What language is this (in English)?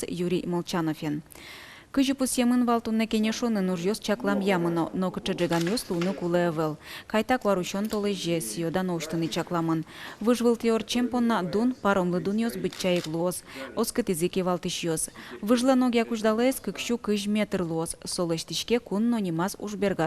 Udmurt